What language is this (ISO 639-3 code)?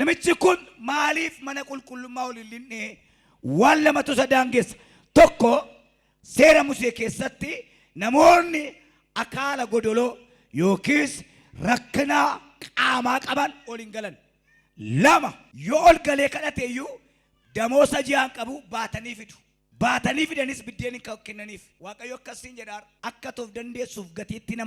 orm